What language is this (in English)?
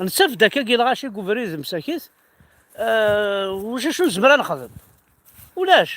Kabyle